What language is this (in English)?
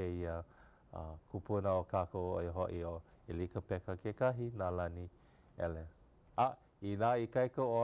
Hawaiian